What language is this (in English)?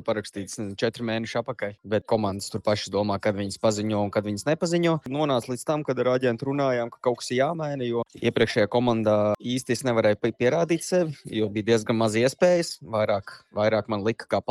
Latvian